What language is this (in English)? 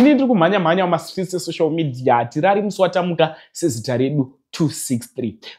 Shona